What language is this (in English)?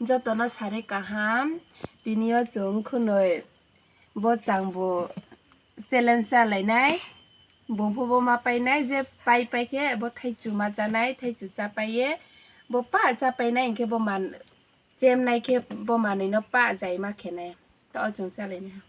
Riang (India)